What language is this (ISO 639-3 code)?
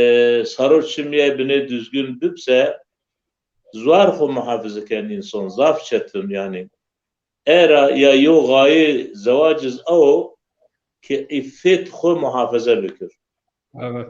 zza